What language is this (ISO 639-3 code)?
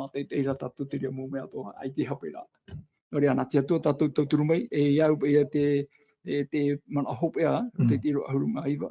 tah